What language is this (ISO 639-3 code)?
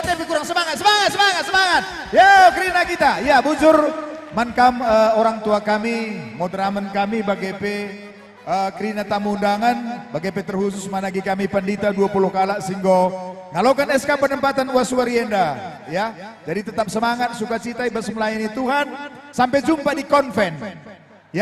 btx